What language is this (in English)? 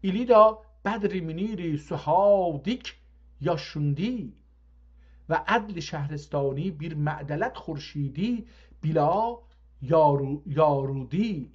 South Azerbaijani